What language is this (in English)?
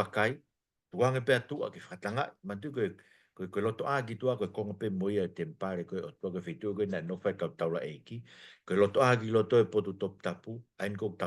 Tongan